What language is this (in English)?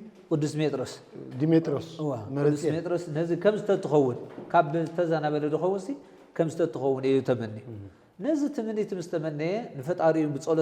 Tigrinya